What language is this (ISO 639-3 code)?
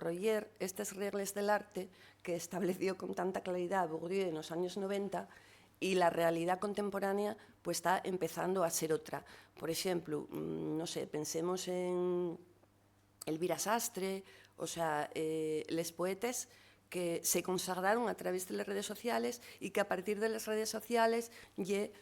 ast